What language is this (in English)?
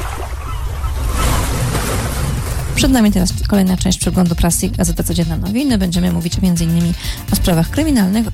Polish